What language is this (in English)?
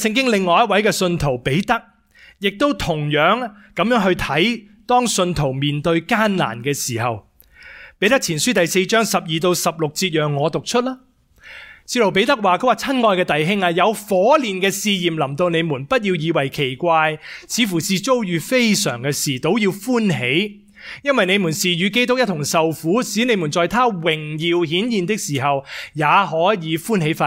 Cantonese